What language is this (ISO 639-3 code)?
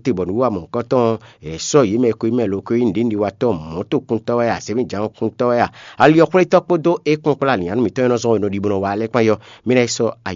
fon